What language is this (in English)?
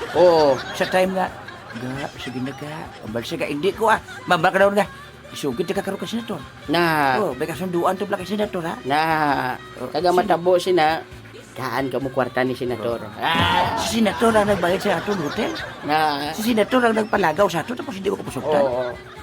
Hiligaynon